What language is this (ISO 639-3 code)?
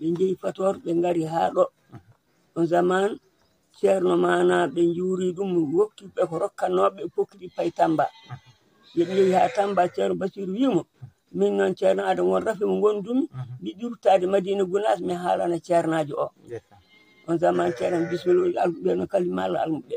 ful